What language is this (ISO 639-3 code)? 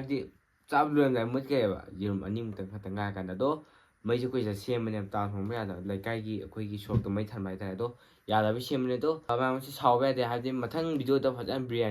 mni